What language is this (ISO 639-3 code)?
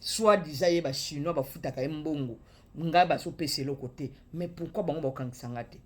lin